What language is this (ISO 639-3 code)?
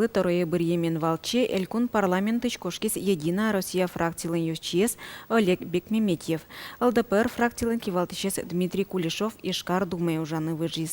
udm